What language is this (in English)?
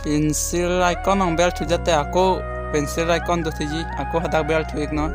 Karbi